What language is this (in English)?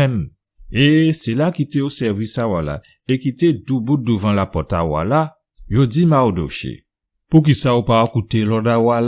Guadeloupean Creole French